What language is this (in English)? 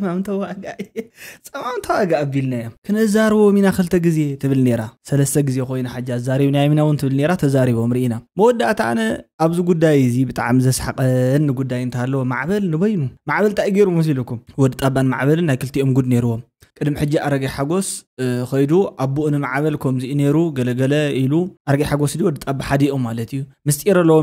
Tigrinya